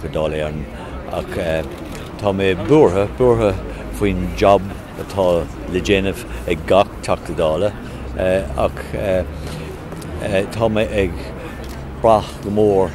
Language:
Irish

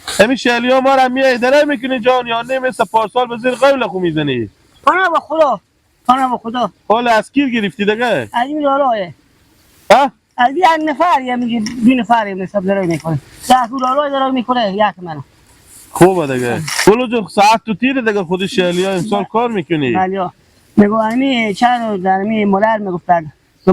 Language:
Hazaragi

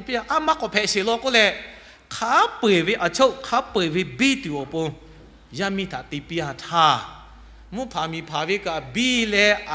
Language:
Lahu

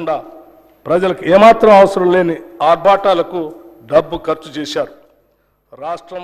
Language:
Telugu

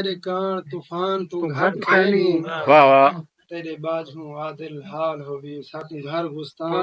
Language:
Saraiki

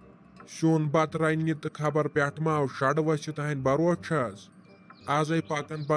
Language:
Kashmiri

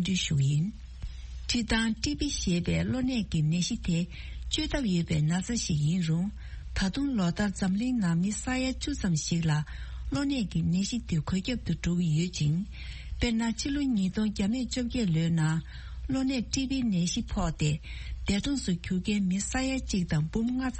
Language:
Tibetan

